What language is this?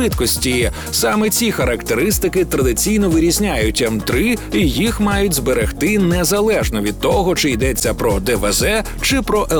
Ukrainian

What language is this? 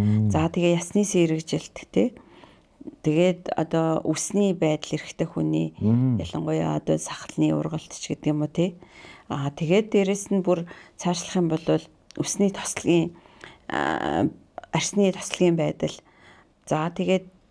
Mongolian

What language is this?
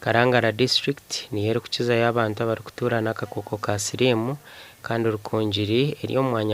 Nyankole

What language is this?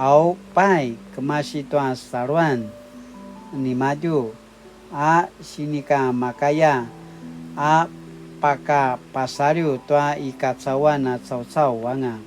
Paiwan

